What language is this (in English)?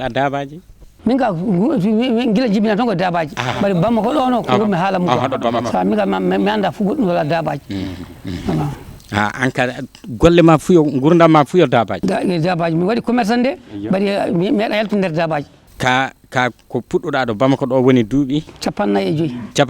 Fula